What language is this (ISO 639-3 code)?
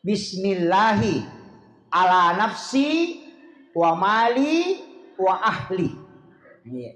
bug